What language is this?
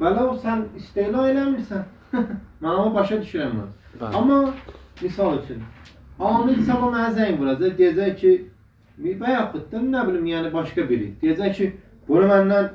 Azerbaijani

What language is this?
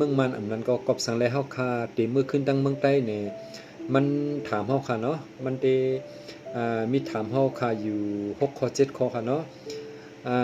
Shan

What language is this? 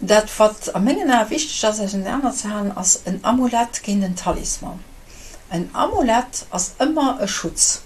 Luxembourgish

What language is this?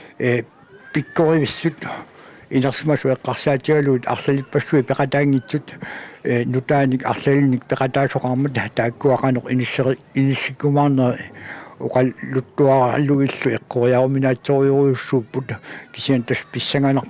Kalaallisut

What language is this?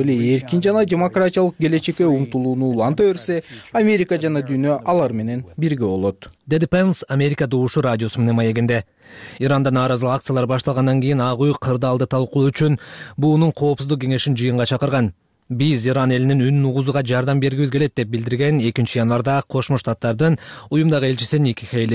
Kyrgyz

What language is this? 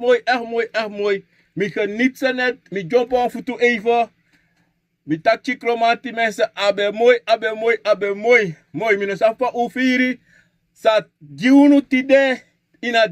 Sranan Tongo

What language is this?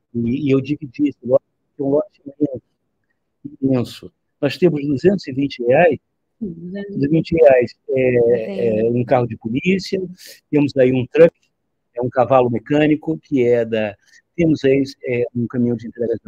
Portuguese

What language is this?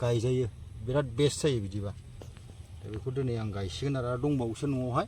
Bodo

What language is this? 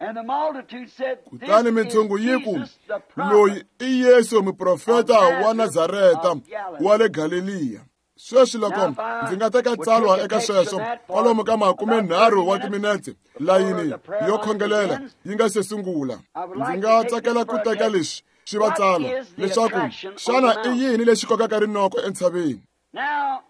Tsonga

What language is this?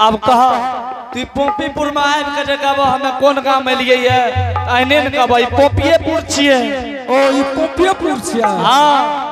Angika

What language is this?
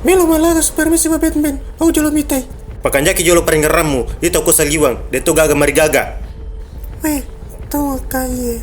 Buginese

